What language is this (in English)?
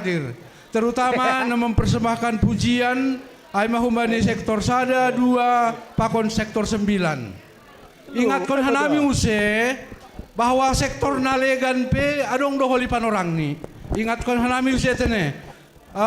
Batak Simalungun